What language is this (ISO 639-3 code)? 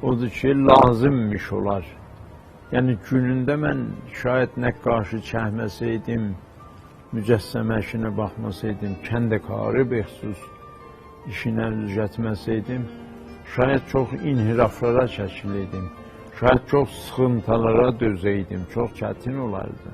azb